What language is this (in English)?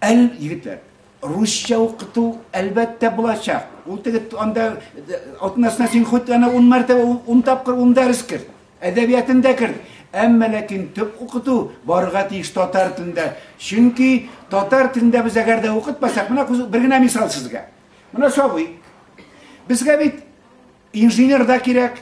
Tatar